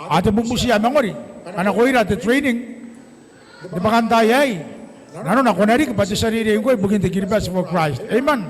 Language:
Gilbertese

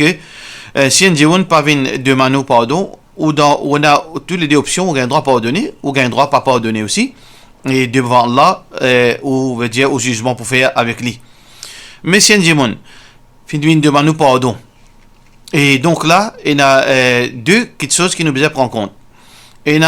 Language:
Morisyen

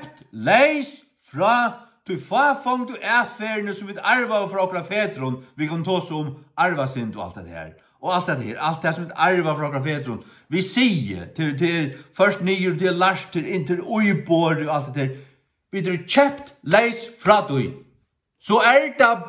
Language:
Faroese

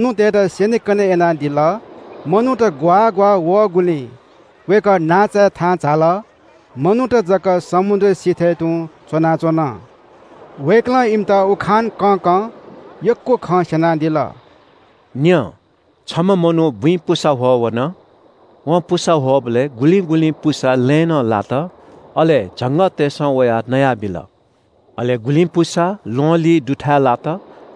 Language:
Newari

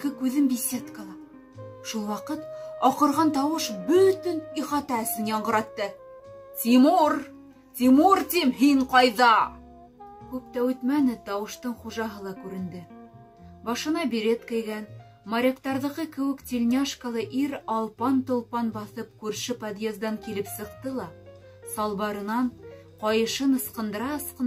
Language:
Bashkir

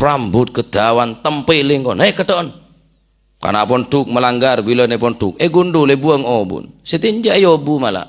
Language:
Madurese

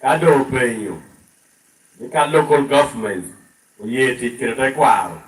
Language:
Lango (Uganda)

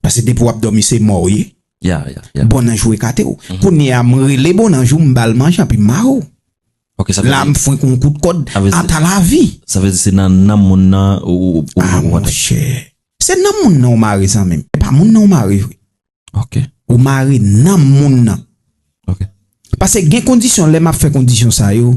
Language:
Haitian Creole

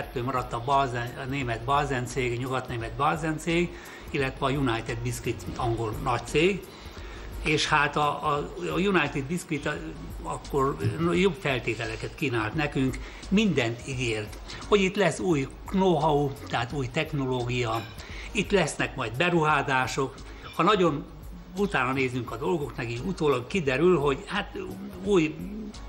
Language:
Hungarian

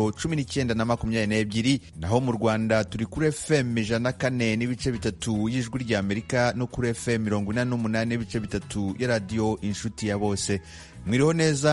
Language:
Kinyarwanda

